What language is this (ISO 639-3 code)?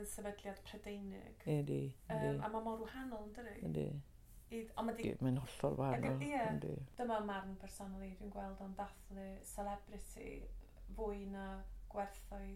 cym